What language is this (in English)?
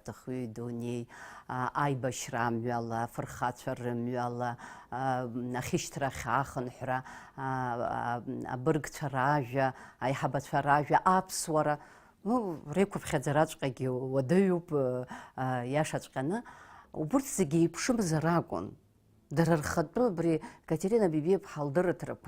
Abkhazian